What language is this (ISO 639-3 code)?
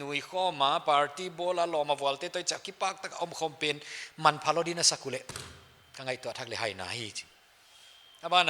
pck